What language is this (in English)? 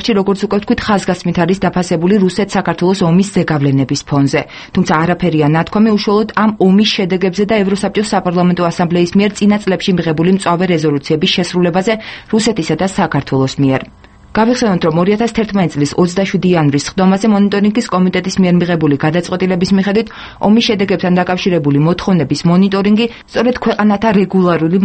Georgian